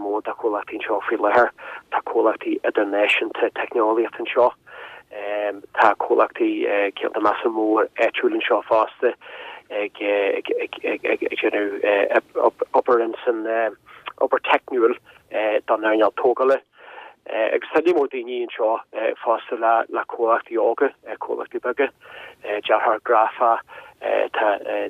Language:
Irish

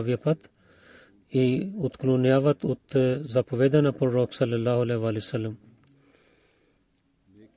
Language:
Bulgarian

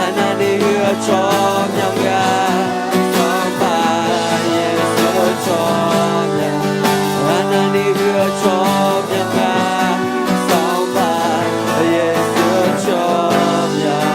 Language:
Akha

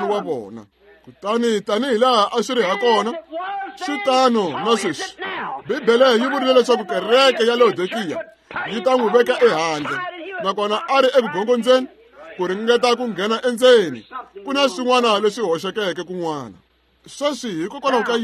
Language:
Tsonga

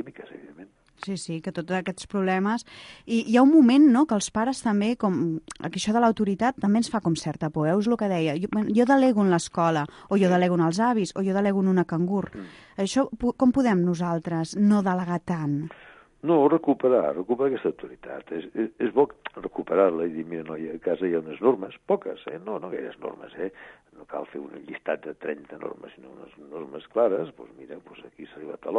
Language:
Catalan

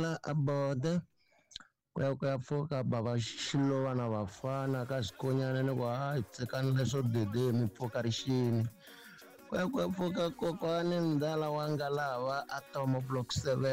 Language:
Tsonga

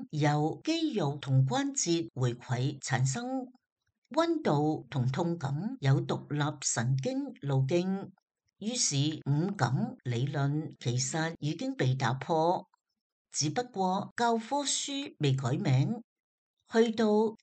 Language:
Cantonese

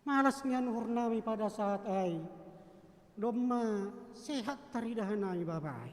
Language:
Batak Simalungun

